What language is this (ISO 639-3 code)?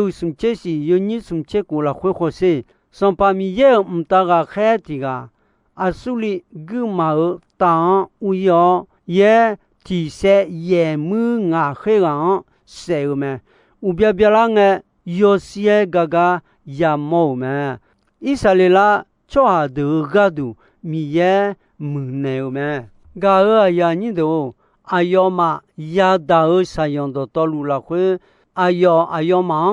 ahk